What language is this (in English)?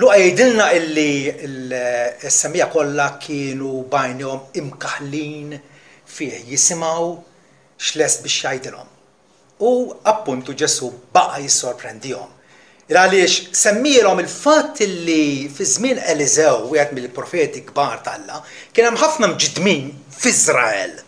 Maltese